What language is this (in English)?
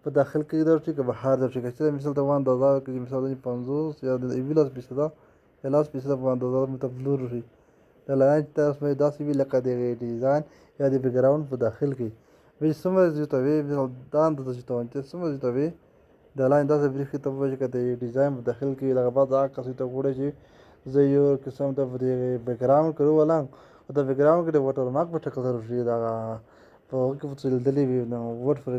Pashto